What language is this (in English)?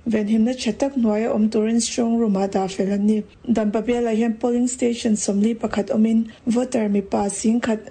Mizo